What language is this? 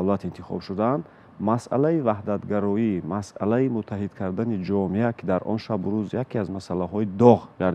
Tajik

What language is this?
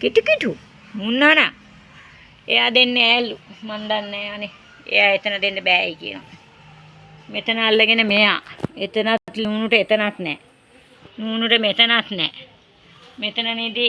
Sinhala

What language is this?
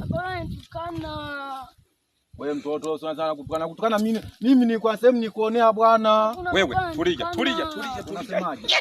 Swahili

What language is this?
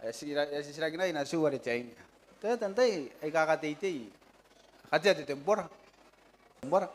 Gilbertese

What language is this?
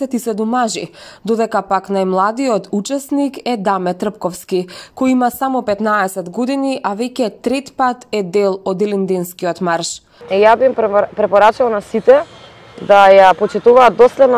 Macedonian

